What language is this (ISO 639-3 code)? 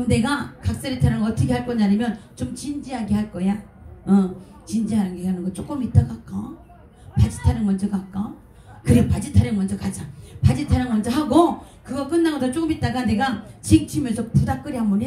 kor